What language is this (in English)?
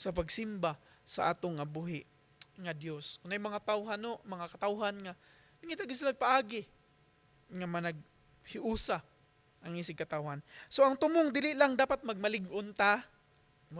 Cebuano